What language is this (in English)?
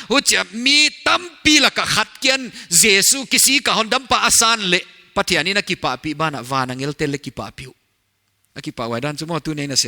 Paite Chin